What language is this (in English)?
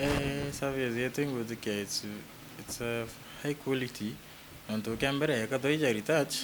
Meru